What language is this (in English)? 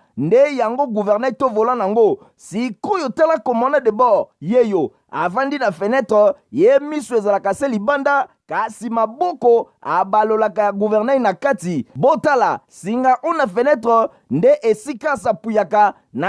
Lingala